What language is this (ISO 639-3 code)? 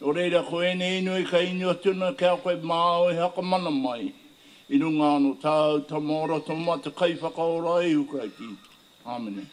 mri